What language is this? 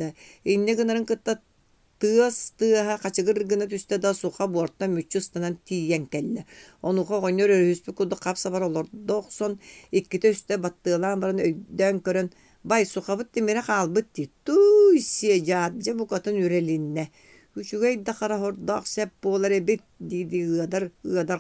Yakut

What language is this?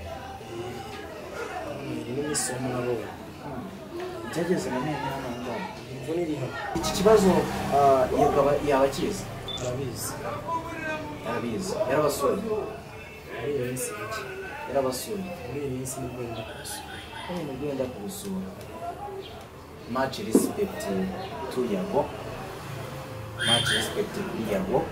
Kinyarwanda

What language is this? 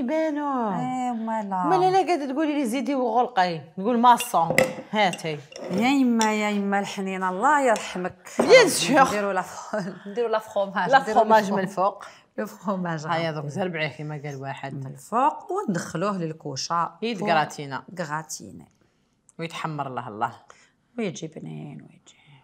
Algerian Arabic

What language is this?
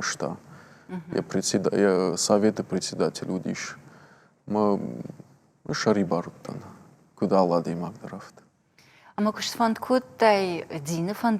Ossetic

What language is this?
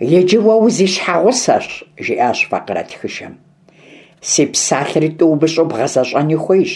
Kabardian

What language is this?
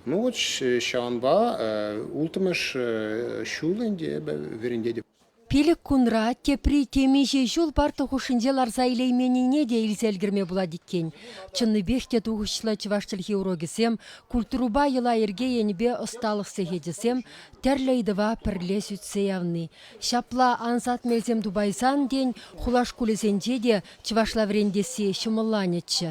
Chuvash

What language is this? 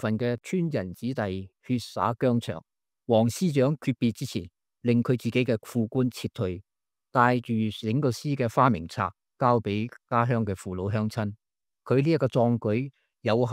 Cantonese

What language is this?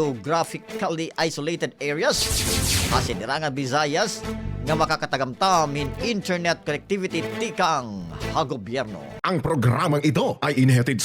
Waray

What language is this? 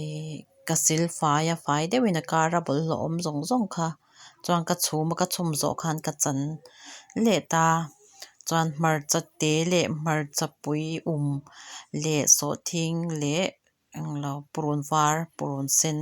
Mizo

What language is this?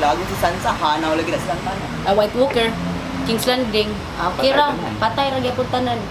Cebuano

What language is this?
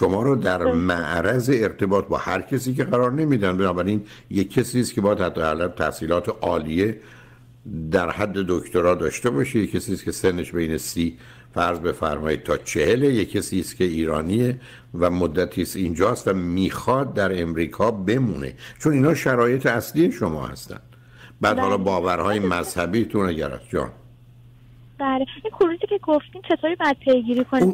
Persian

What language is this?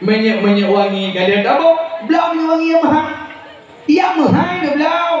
Achinese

